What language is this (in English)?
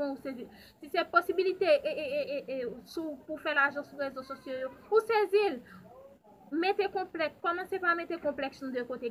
Haitian Creole